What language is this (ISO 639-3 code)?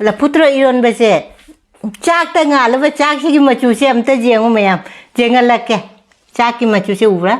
mni